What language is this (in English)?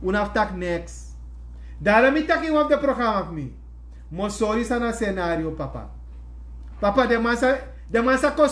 Sranan Tongo